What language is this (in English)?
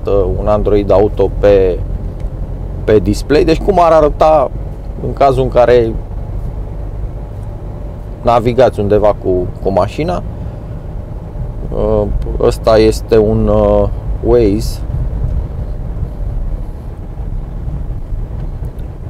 Romanian